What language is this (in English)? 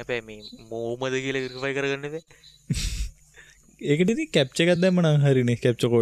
Sinhala